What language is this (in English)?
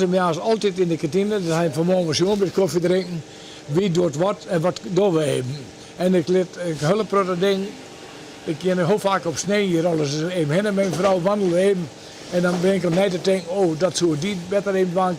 Western Frisian